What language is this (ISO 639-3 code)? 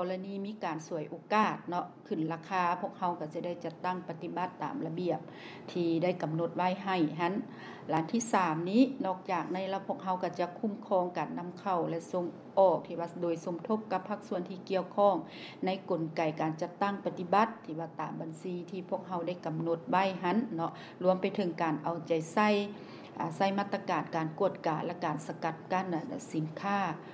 lao